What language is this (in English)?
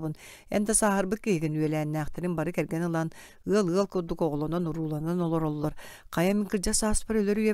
Yakut